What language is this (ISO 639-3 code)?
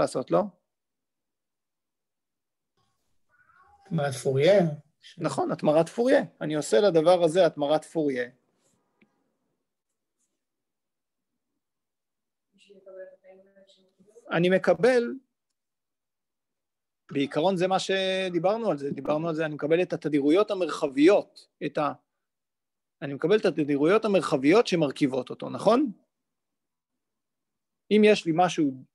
heb